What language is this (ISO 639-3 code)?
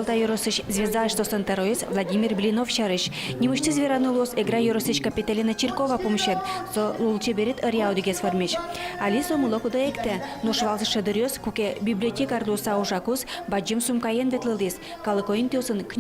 udm